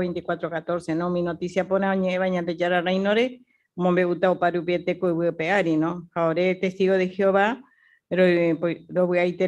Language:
Guarani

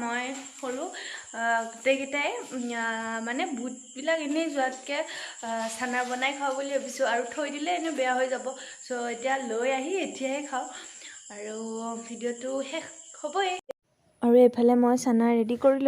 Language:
Assamese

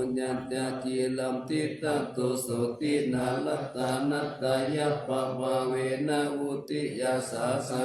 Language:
Pali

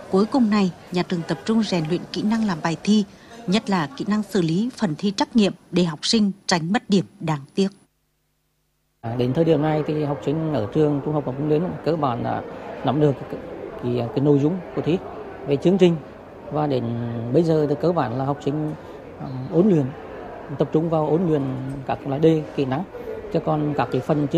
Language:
Vietnamese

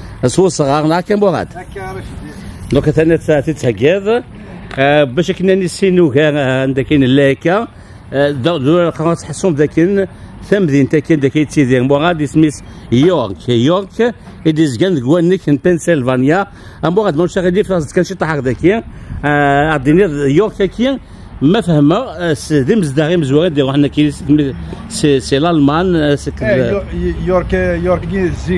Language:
Kabyle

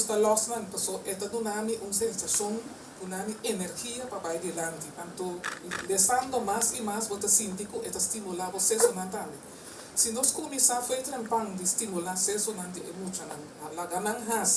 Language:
Papiamento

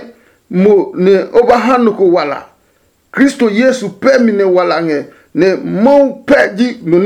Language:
Adangme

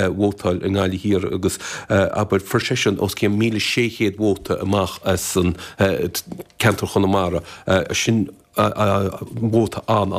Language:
Irish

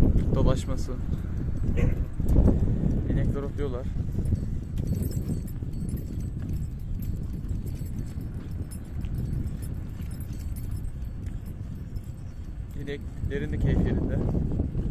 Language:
Turkish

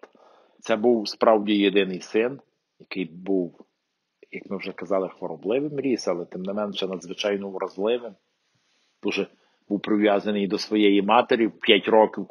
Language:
Ukrainian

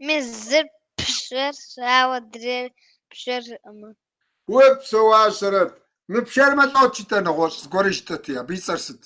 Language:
Kabardian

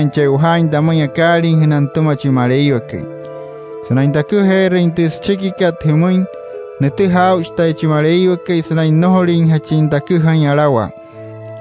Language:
Wayuu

